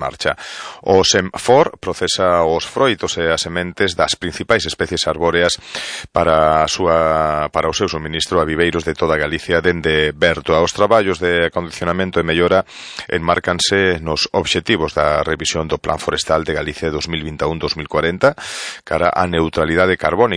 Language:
Galician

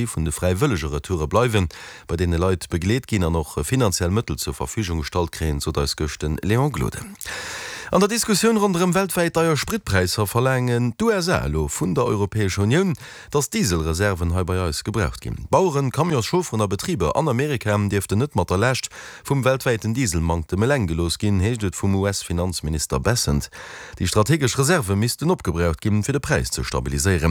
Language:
Luxembourgish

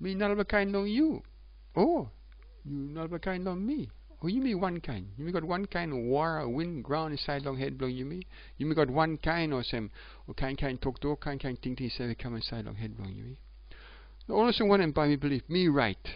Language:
Tok Pisin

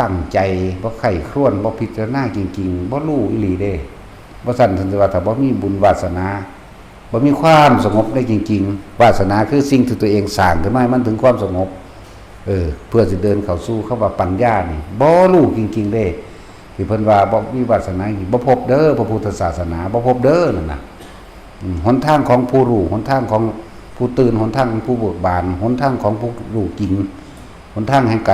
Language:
Northeastern Thai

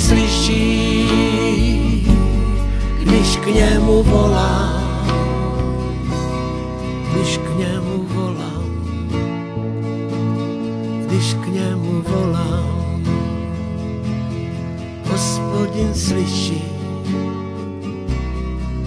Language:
Czech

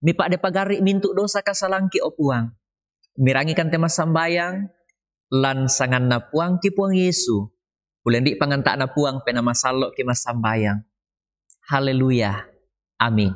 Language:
Toraja-Sa'dan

